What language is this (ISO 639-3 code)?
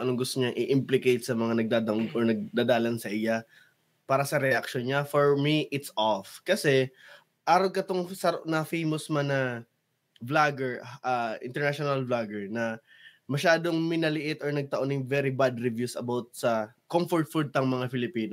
bik